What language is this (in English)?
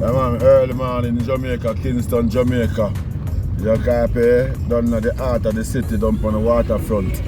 Jamaican Creole English